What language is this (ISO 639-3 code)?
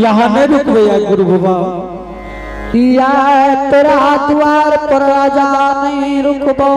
anp